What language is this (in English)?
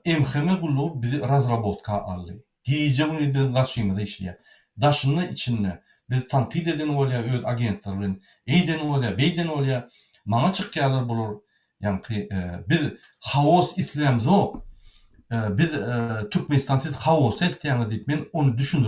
Turkmen